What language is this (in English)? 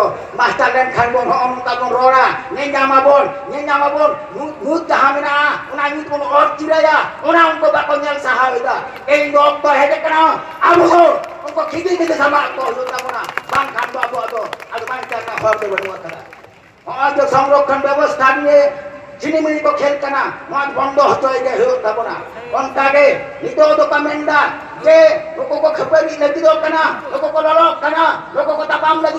Santali